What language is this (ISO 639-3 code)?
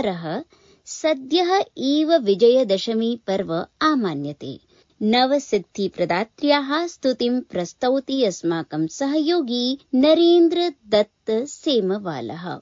san